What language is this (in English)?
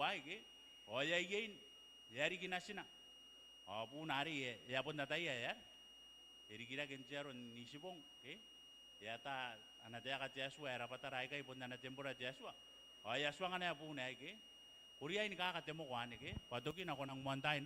Gilbertese